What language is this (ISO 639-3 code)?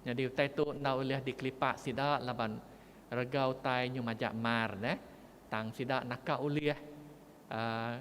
iba